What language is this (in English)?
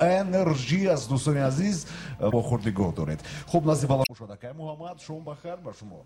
Tajik